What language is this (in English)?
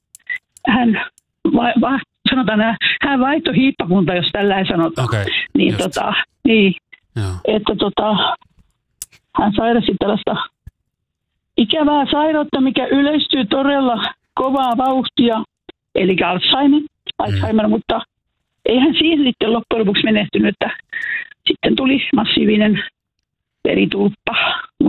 Finnish